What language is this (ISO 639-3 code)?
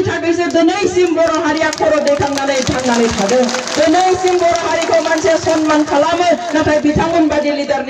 brx